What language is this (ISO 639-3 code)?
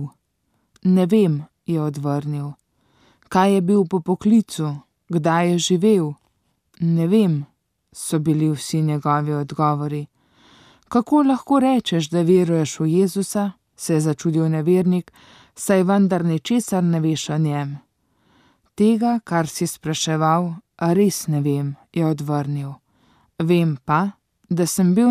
slv